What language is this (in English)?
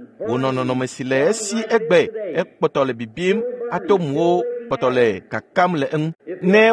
Ewe